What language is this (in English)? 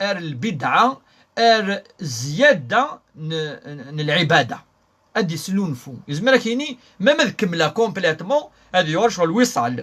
Kabyle